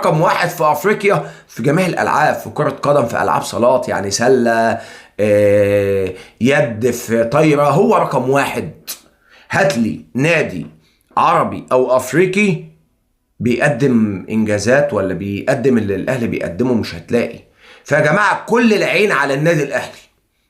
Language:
Egyptian Arabic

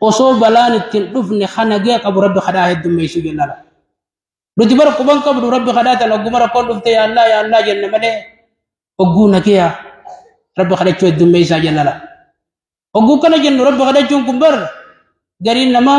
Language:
Oromo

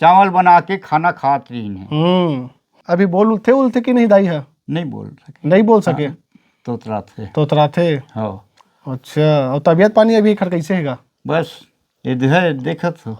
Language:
Chhattisgarhi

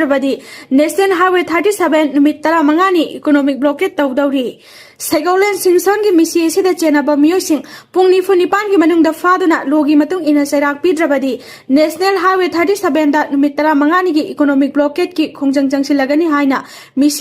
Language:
Manipuri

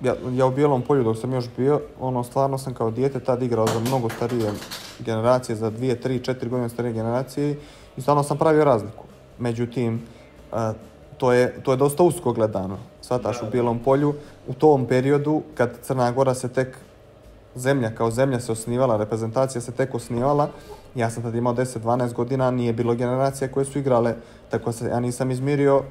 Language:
Bosnian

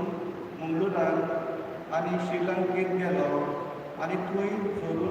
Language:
Konkani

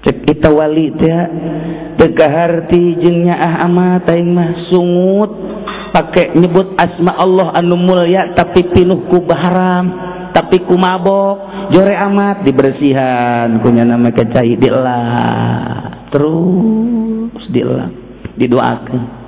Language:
Sundanese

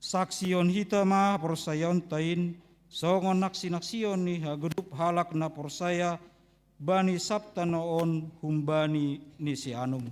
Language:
Batak Simalungun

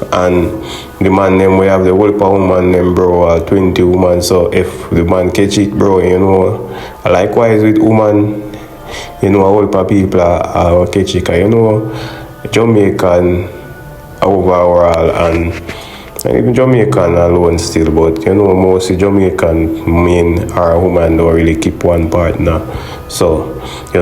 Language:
Jamaican Creole English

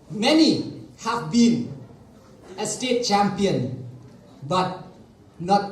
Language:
Pnar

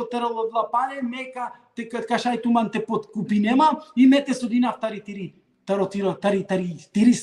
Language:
Balkan Romani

